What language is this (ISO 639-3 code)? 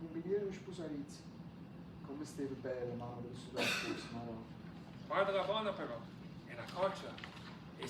nap